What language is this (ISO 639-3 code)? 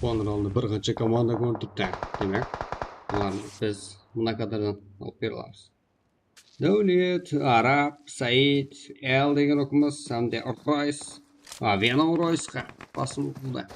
kaa